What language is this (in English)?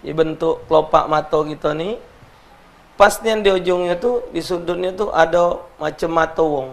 Musi